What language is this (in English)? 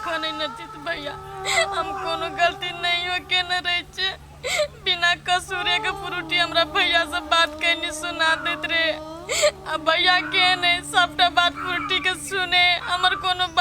Maithili